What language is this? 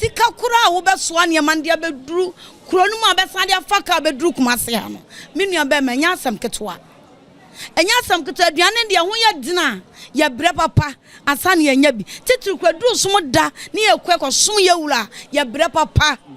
Akan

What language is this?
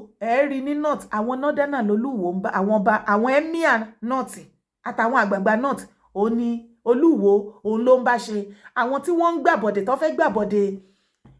Yoruba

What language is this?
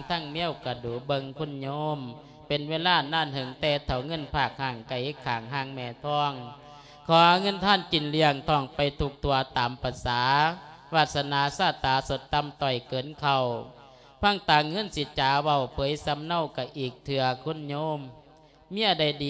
Lao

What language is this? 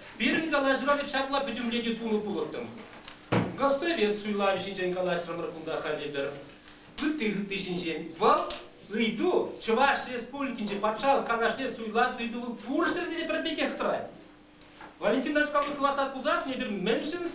Chuvash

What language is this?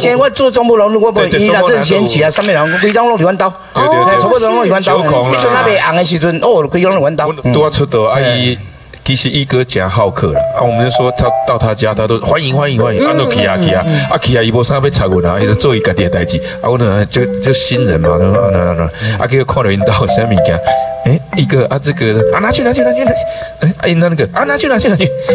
Min Nan Chinese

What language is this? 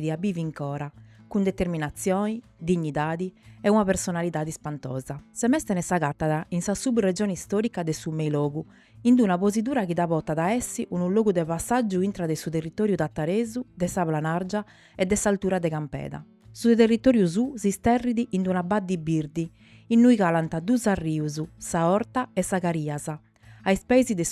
Sardinian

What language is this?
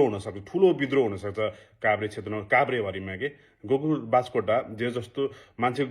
Nepali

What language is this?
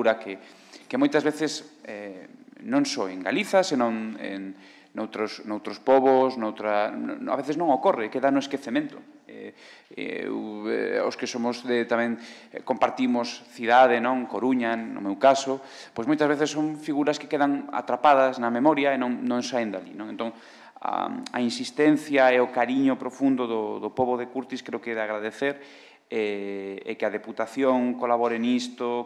Galician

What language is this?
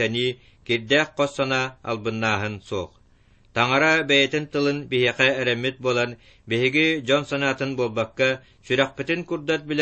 Yakut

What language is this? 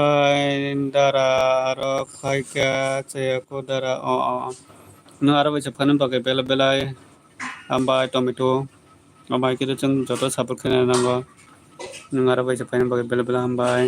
Kok Borok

